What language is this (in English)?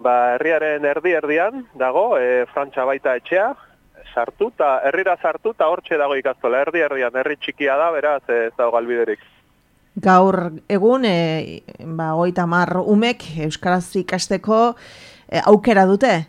Basque